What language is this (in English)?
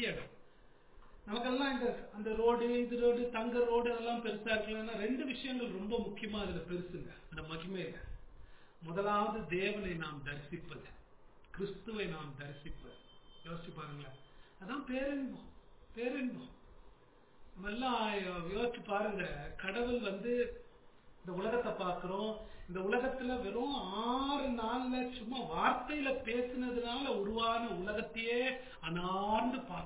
Tamil